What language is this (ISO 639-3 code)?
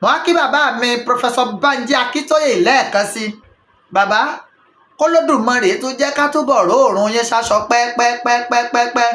yor